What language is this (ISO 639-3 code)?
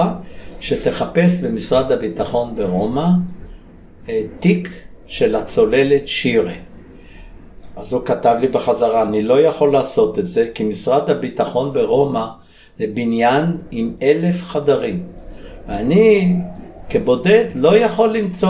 heb